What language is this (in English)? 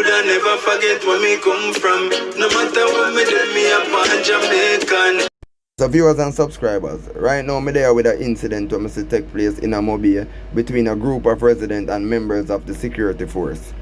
Jamaican Creole English